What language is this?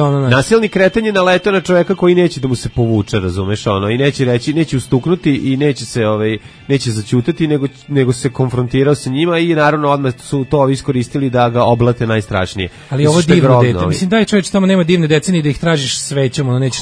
Serbian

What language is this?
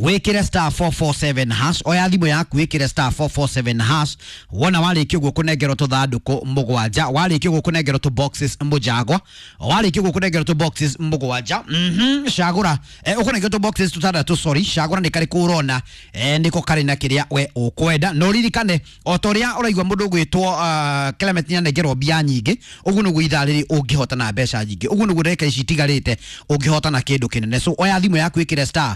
Kikuyu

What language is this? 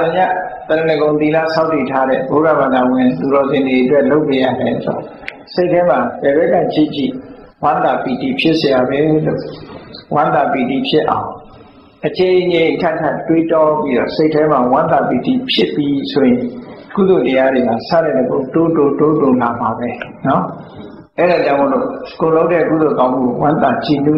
Burmese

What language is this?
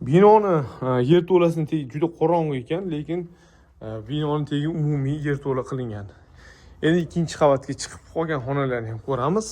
Uzbek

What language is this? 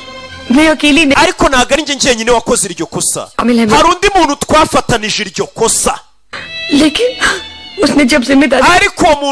Kinyarwanda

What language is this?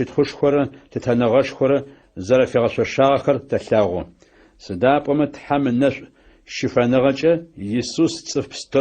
Adyghe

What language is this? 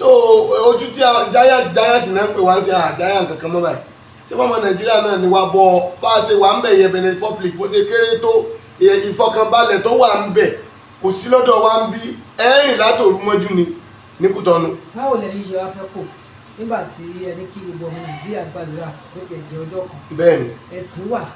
Yoruba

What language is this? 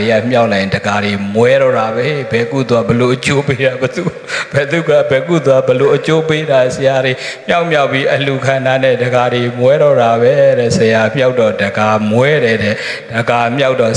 Burmese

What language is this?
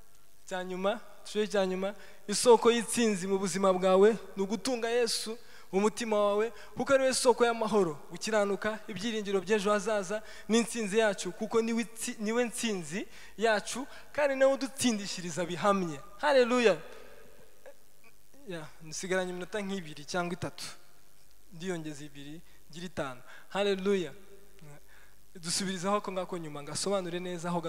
Kinyarwanda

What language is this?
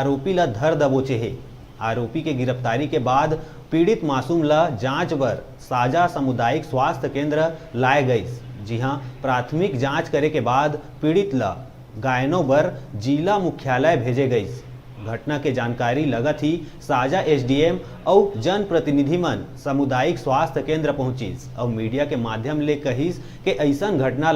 Chhattisgarhi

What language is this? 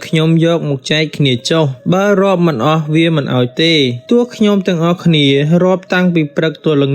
Khmer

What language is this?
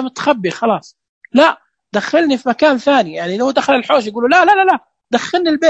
Najdi Arabic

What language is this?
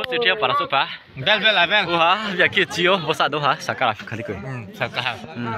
Riang (India)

